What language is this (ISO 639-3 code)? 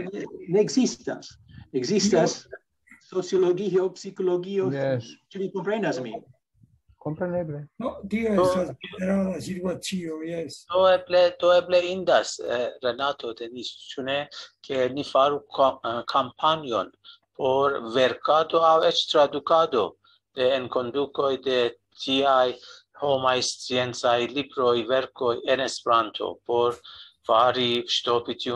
epo